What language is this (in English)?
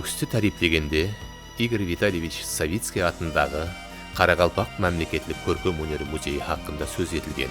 Kara-Kalpak